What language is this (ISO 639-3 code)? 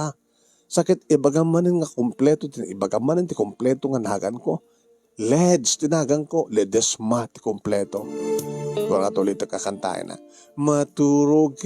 ilo